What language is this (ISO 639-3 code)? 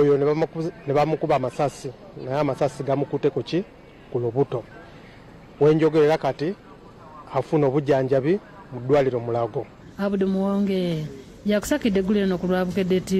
lug